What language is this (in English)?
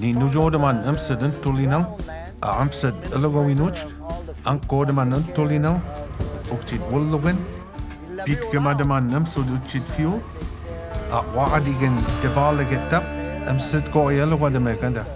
Mi'kmaw